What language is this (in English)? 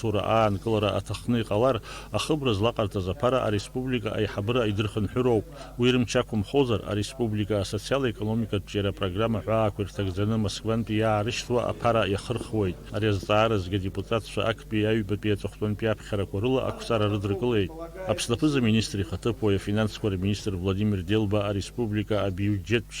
Abkhazian